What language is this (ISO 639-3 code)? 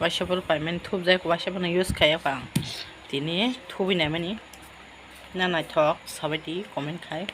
trp